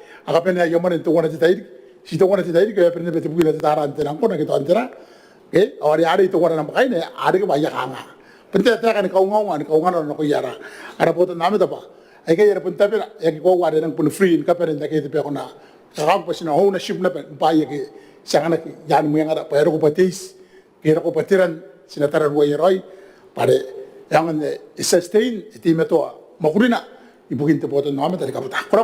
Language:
Gilbertese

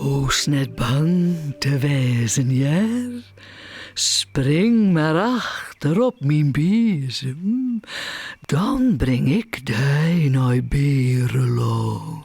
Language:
Western Frisian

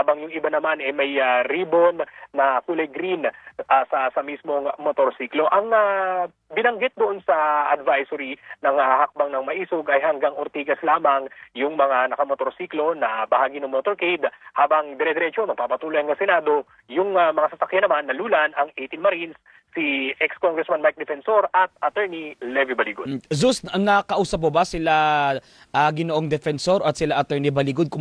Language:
Filipino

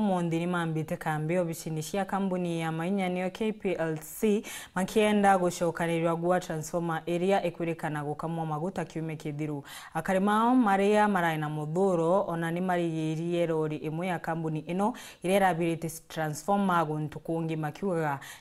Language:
Meru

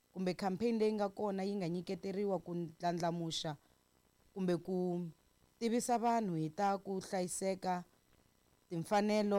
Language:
Tsonga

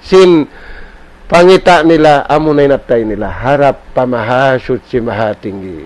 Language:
Tausug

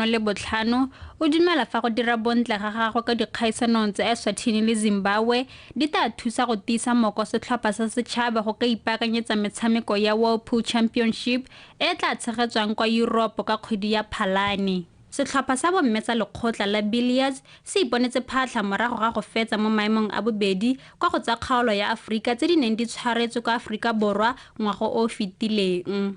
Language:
Tswana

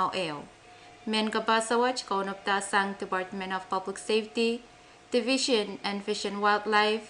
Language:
Pohnpeian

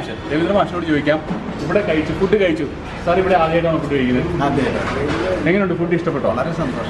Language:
Malayalam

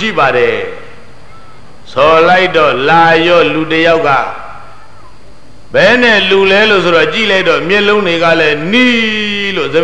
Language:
Burmese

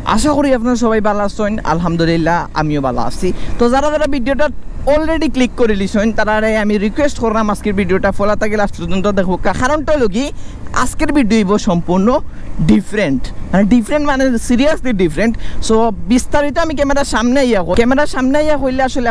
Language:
Sylheti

